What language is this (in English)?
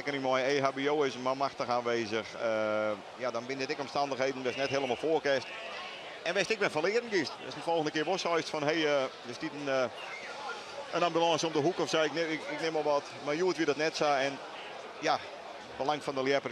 Western Frisian